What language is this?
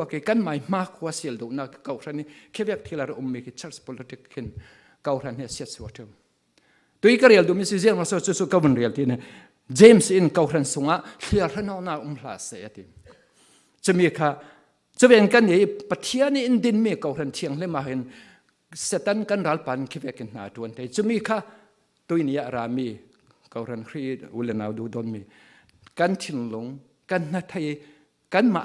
Falam Chin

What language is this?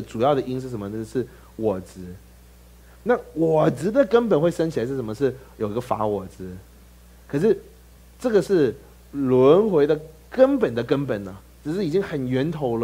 Chinese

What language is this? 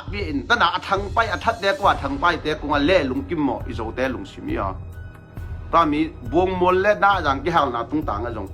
Tedim Chin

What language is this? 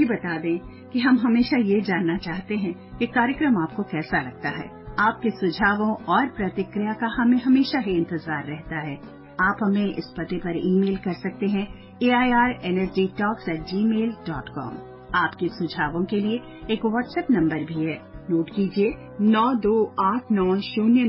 Hindi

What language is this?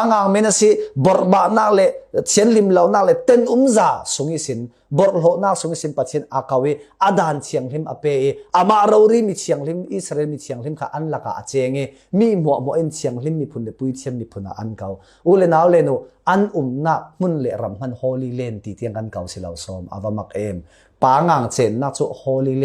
Falam Chin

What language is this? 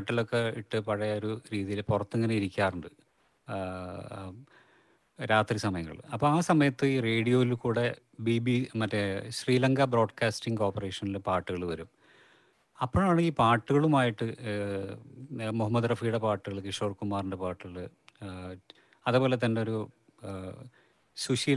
Malayalam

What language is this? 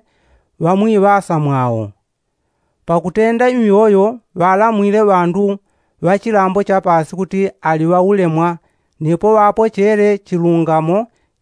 Yao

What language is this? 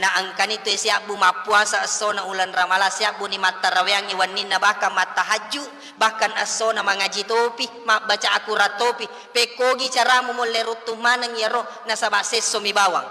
Buginese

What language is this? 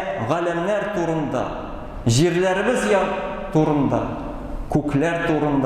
Tatar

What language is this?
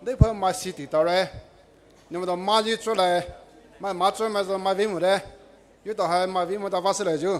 Poumei Naga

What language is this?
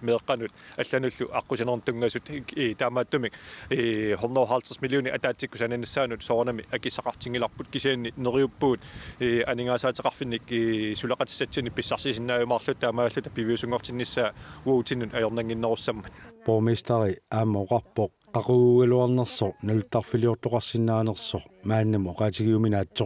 Kalaallisut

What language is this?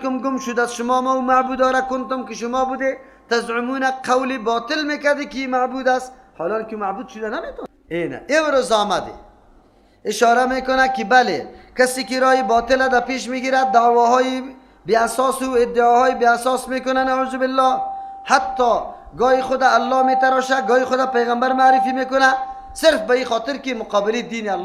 Persian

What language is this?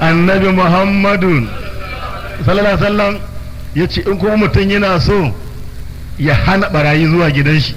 Hausa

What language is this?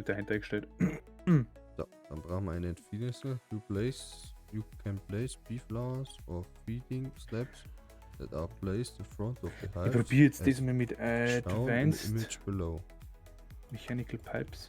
Bavarian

